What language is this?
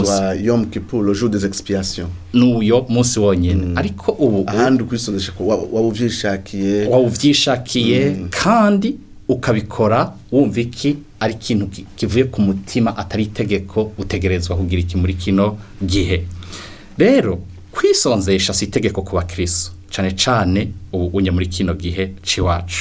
Rundi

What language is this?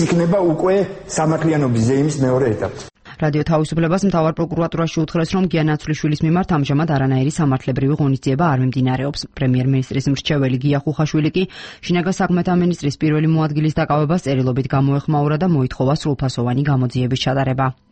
Georgian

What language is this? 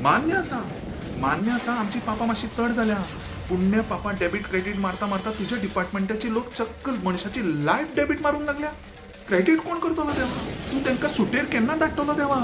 Konkani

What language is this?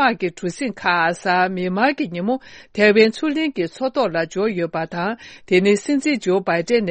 Tibetan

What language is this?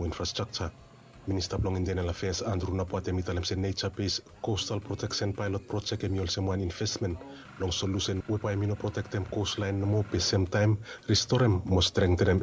Bislama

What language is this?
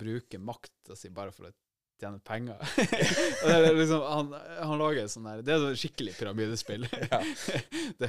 Norwegian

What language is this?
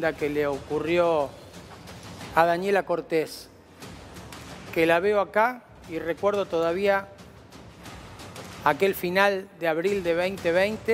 Spanish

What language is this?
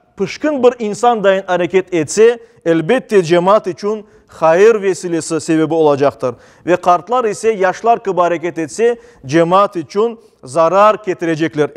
Crimean Tatar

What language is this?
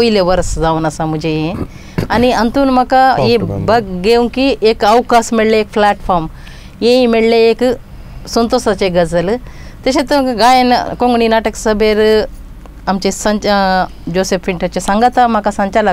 Konkani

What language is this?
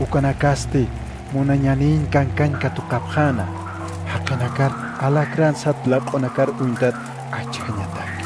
Aymara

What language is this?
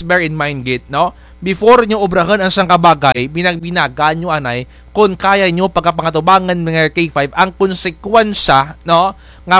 Kinaray-a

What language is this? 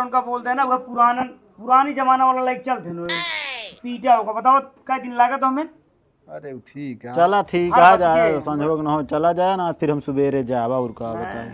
Awadhi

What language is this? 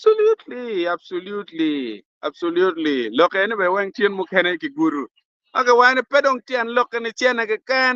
Acoli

